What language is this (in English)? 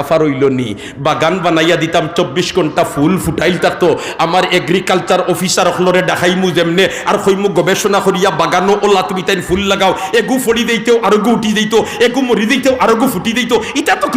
Sylheti